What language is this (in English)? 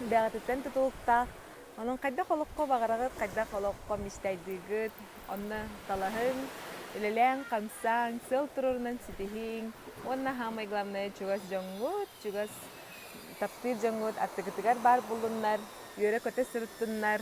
Yakut